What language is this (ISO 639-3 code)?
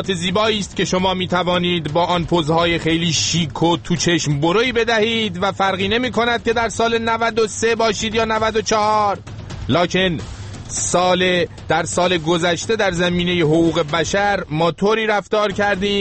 fas